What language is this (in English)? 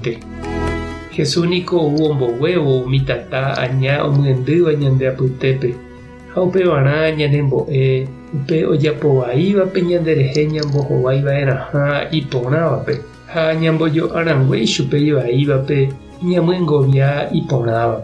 Guarani